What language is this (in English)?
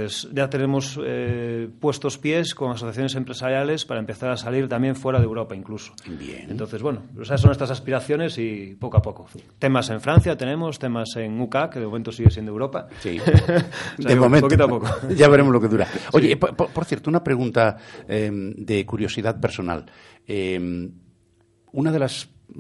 Spanish